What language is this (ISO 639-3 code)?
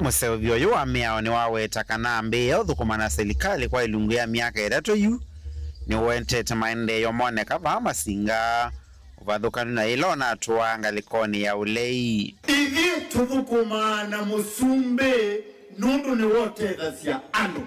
kam